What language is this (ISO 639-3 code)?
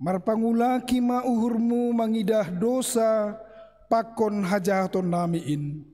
bts